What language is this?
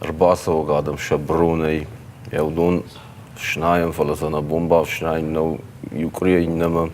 Ossetic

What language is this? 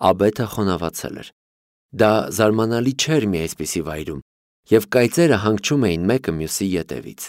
Armenian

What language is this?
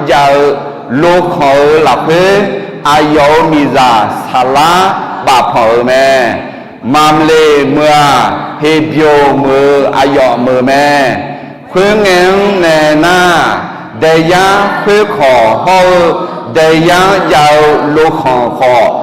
Akha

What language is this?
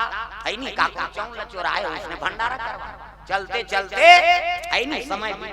Chhattisgarhi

